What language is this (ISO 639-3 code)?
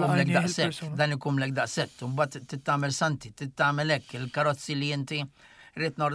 mlt